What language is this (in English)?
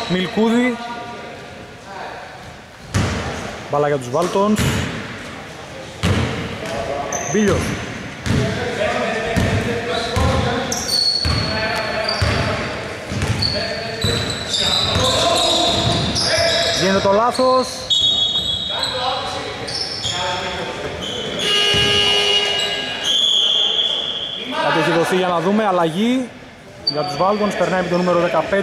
Greek